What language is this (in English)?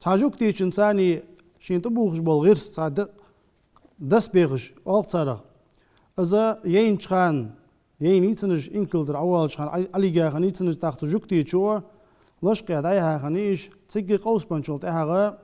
Ingush